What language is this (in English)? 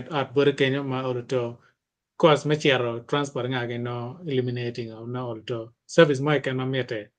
Acoli